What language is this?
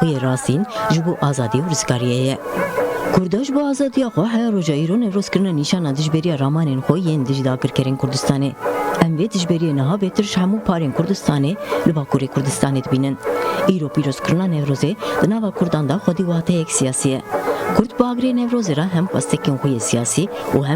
Kurdish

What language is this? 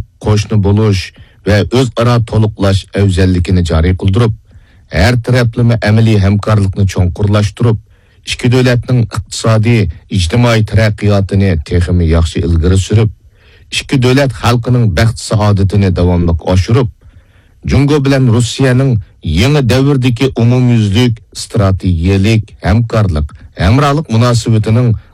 Uyghur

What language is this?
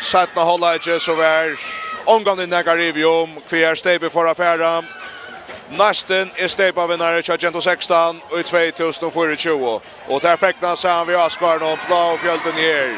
Faroese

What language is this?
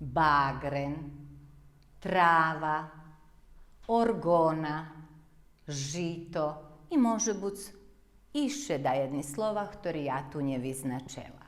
Rusyn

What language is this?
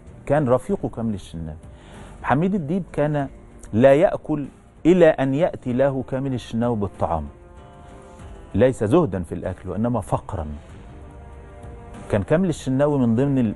Egyptian Arabic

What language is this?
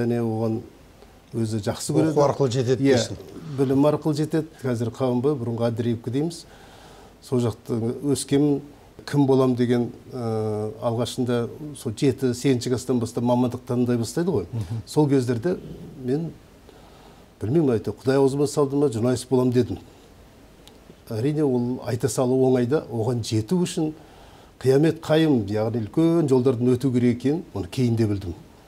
Kazakh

